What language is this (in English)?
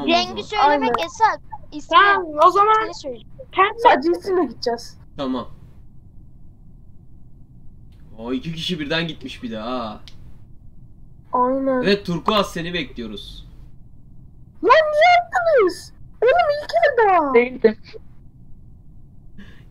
Turkish